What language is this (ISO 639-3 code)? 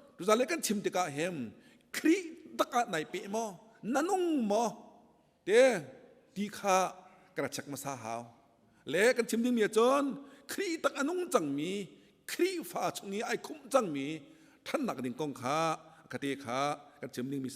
cnh